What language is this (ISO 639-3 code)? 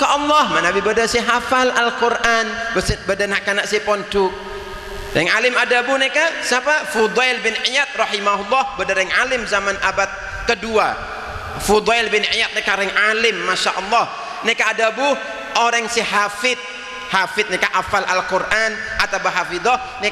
mad